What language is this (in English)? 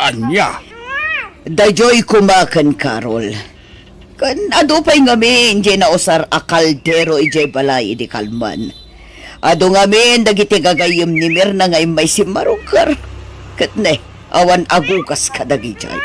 Iloko